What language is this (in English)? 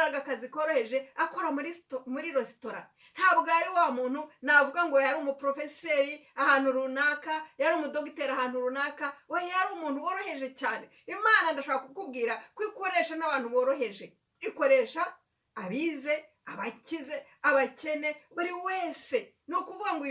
Kinyarwanda